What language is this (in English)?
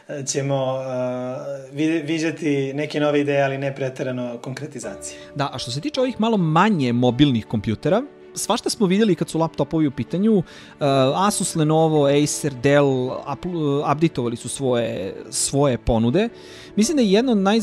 Serbian